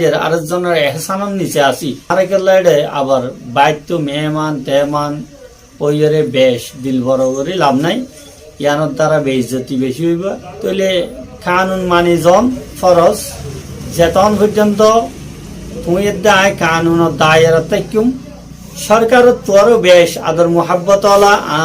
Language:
Rohingya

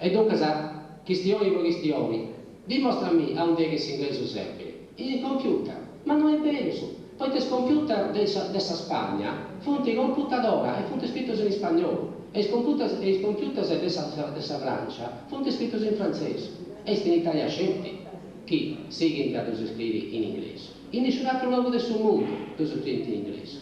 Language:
Sardinian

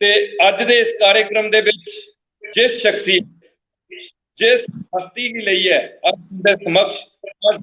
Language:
Dogri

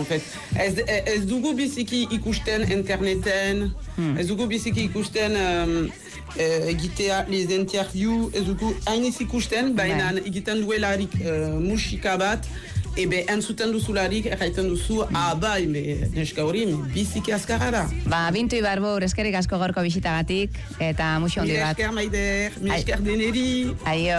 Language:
Basque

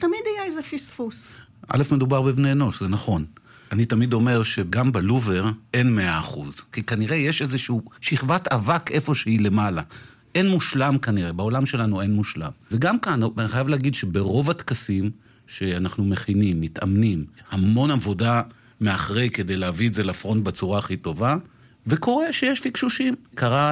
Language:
Hebrew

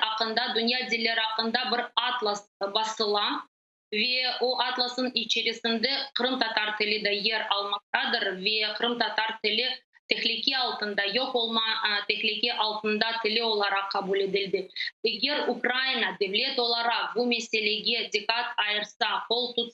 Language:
Crimean Tatar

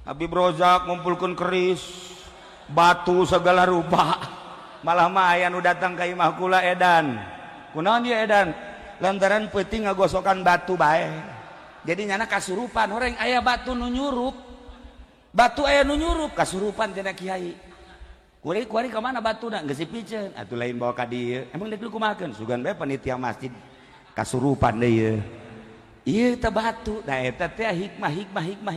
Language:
Sundanese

